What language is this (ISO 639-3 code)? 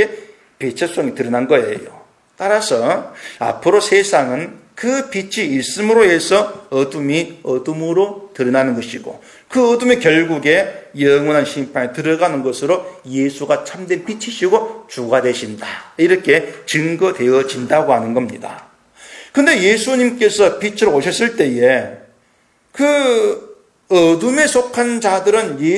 kor